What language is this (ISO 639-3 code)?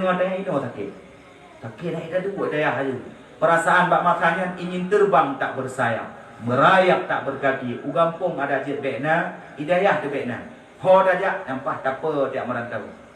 ace